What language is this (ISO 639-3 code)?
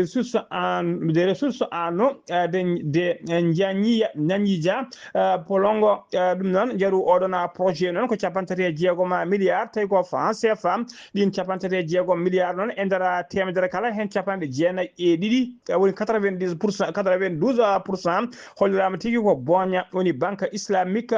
ful